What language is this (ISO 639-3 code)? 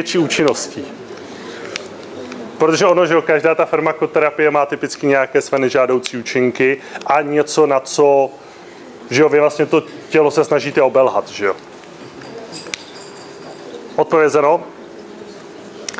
ces